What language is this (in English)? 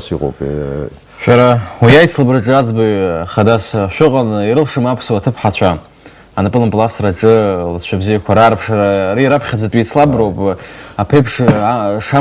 Abkhazian